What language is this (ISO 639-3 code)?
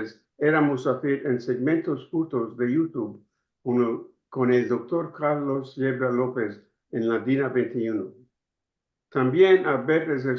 lad